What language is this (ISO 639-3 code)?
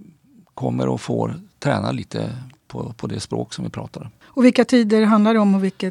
swe